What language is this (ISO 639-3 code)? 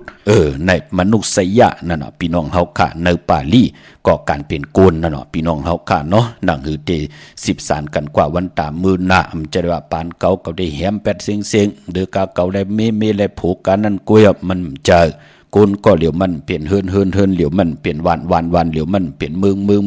shn